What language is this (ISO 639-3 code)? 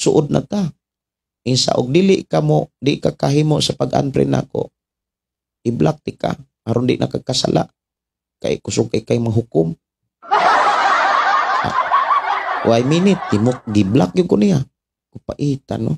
ceb